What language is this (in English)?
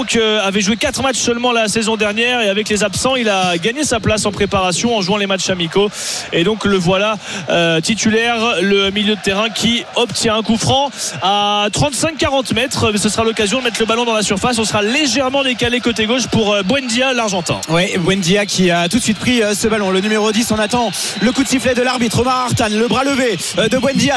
French